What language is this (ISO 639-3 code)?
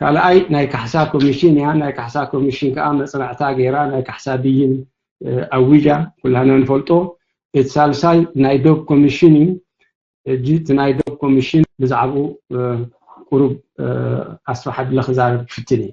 tir